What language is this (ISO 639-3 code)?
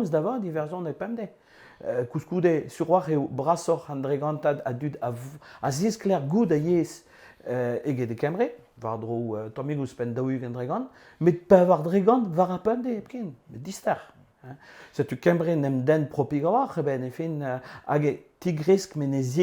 bre